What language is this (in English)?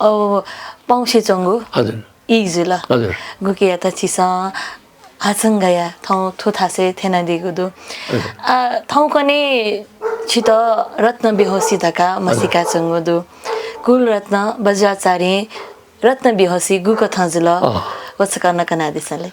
Newari